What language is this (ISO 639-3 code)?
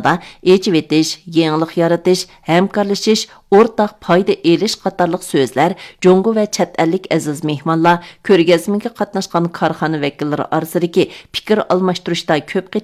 uig